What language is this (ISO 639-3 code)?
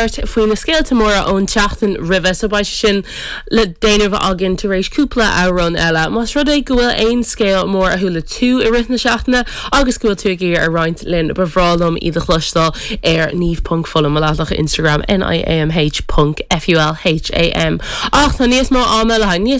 gle